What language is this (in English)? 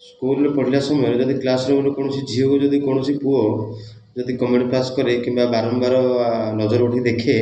Odia